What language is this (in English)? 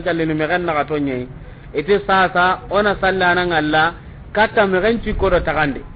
Soninke